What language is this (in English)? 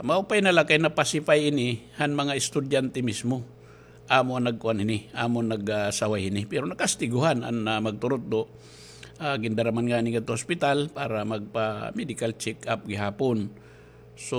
Waray